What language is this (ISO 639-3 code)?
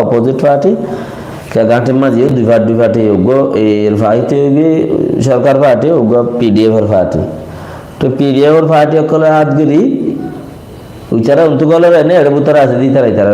rhg